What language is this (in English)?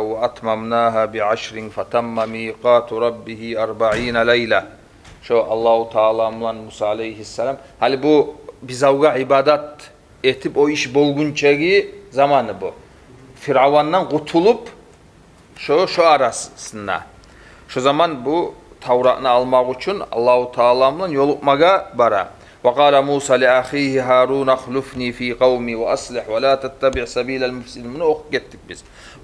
Kumyk